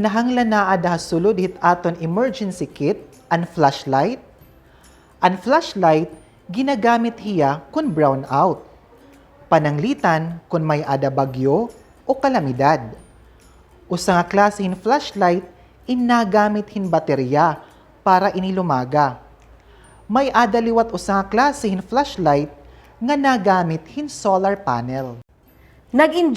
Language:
Waray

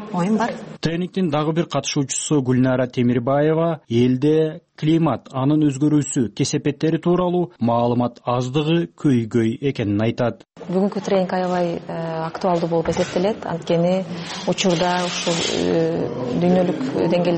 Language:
Kyrgyz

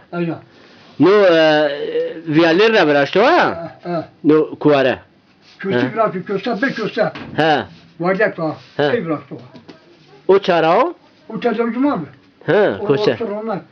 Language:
Zaza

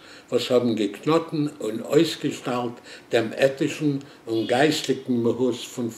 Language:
Yiddish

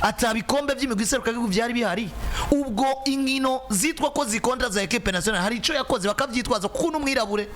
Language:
Rundi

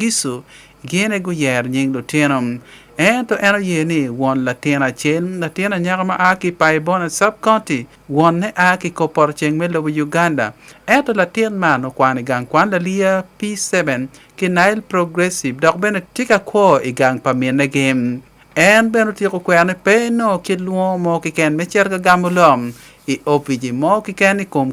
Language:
Acoli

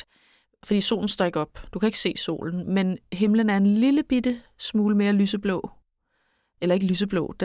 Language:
Danish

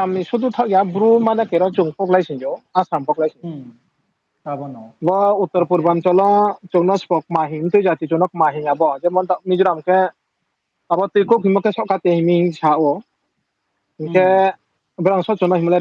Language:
Riang (India)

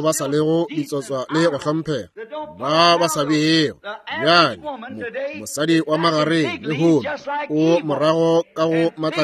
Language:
Northern Sotho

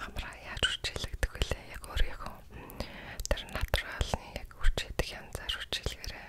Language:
Mongolian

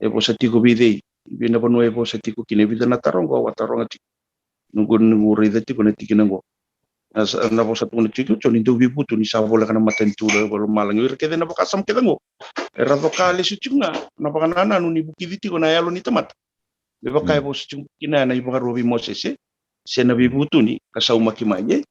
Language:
Fijian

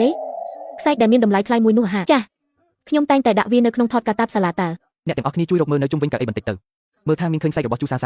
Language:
Khmer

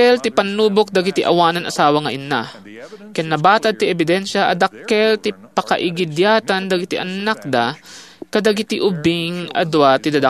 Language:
Iloko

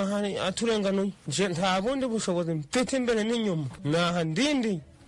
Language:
Kinyarwanda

